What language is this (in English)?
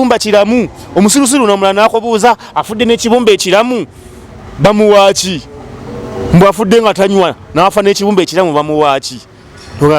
Ganda